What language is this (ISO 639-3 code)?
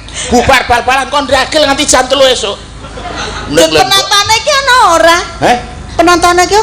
jav